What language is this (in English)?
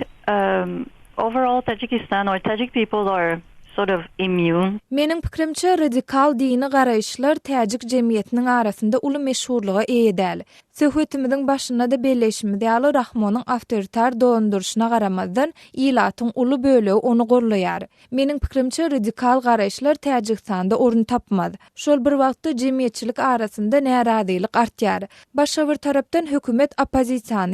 Turkmen